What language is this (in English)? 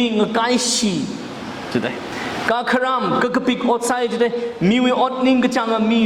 Tangkhul Naga (India)